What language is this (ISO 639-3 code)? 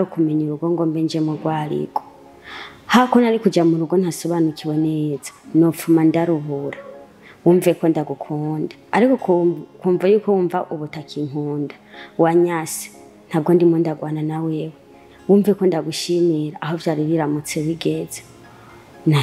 run